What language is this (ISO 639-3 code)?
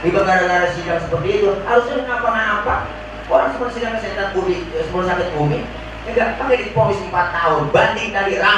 bew